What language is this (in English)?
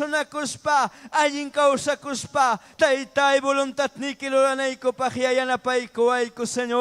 Ayacucho Quechua